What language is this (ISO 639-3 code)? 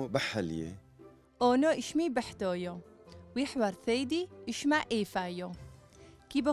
tru